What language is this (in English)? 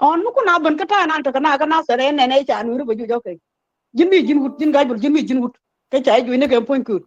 Nuer